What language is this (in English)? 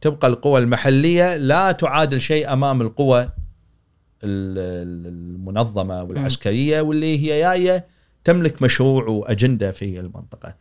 Gulf Arabic